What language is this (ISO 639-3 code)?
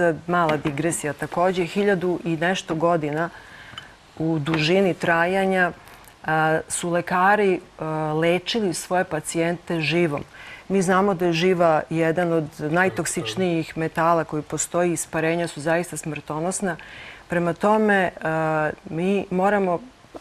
srp